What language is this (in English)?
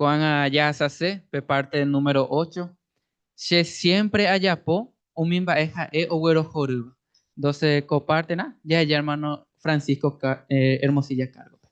Guarani